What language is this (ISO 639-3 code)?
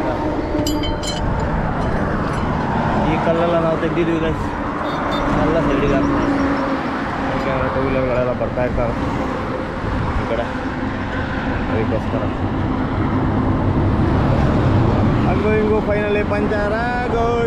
kan